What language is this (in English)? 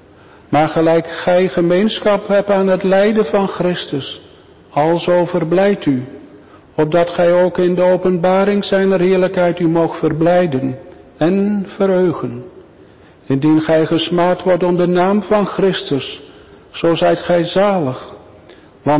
Dutch